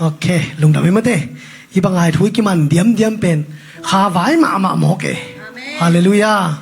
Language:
Tedim Chin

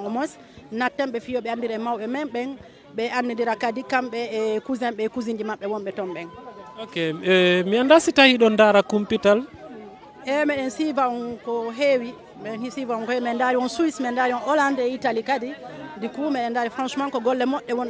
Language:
Fula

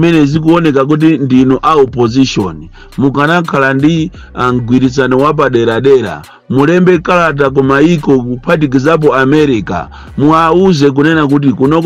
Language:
Nyanja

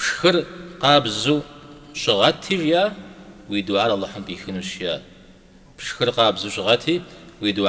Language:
Kabardian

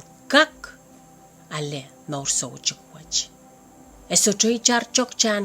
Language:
Pohnpeian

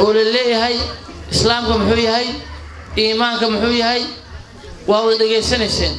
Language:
Somali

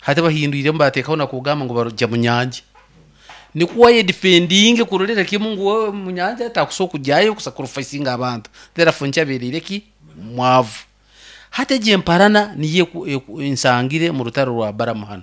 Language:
Nyoro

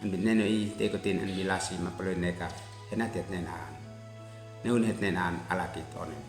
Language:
Uab Meto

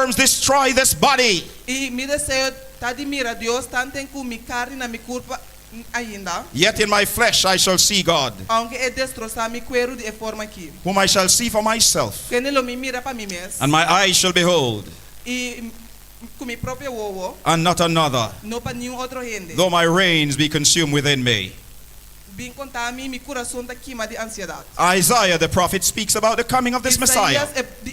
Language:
Papiamento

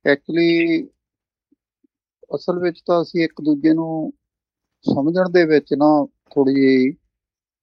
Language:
Punjabi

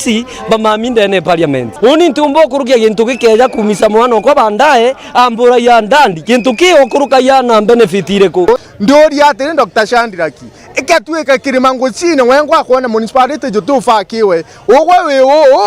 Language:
Meru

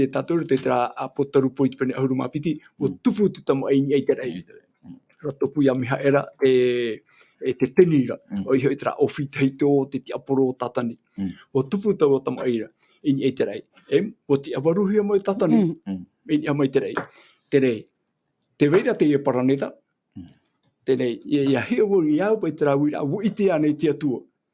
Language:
Tahitian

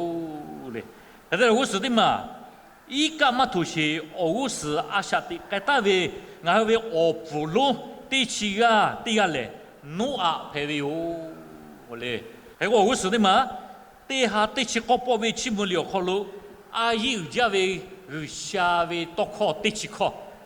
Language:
Lahu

